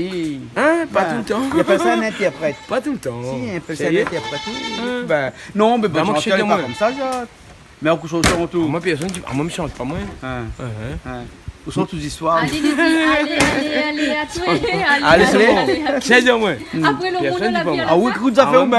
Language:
Réunion Creole French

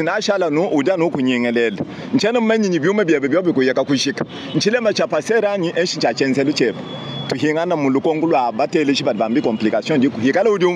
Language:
Luba-Lulua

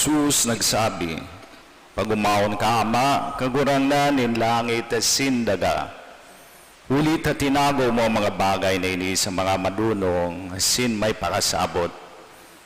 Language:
Bikol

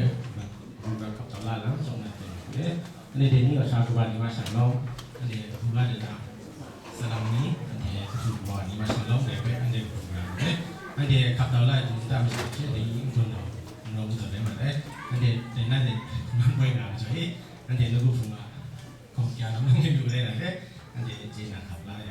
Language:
Kachin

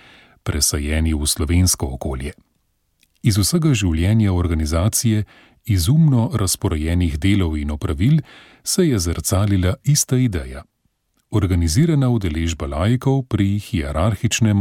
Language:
Slovenian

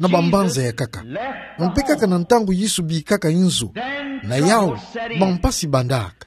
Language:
Kituba (Democratic Republic of Congo)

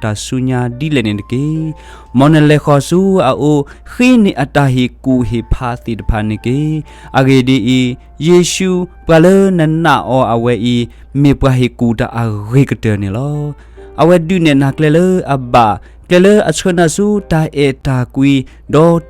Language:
S'gaw Karen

